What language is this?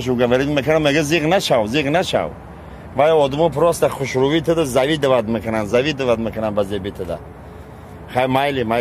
Tajik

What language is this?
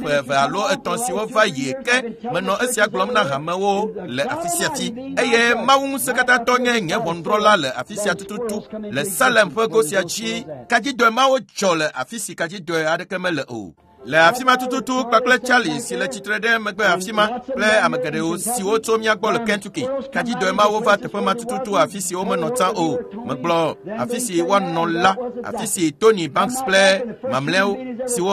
Ewe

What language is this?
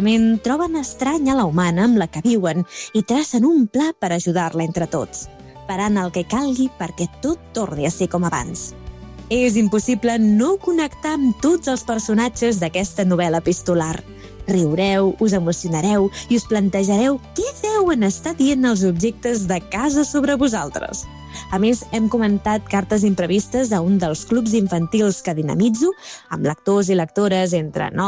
Catalan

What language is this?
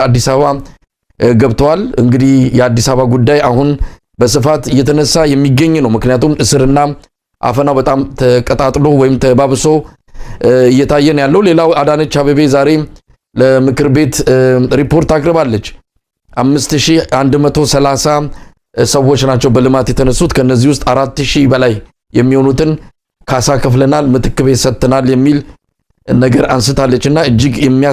Amharic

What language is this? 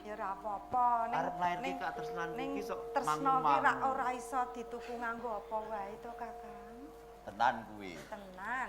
Javanese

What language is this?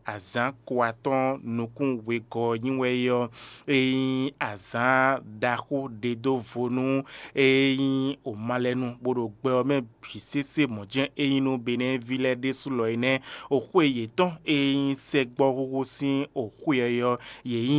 Fon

